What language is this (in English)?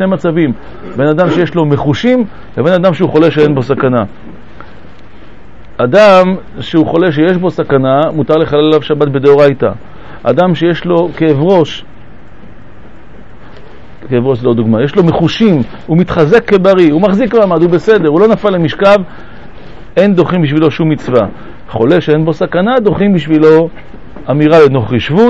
Hebrew